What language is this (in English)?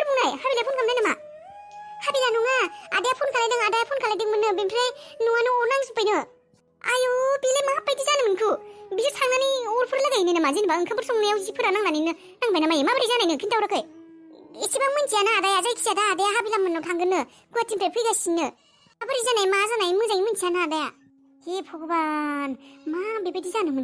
Bodo